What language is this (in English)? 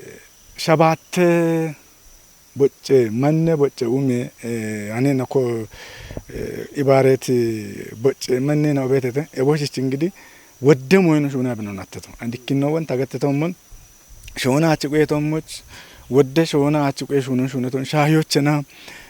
Kafa